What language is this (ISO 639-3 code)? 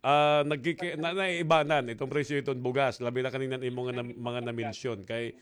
war